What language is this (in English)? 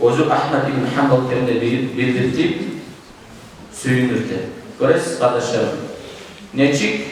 Kumyk